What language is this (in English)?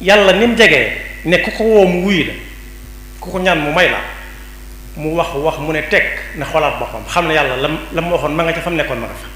Wolof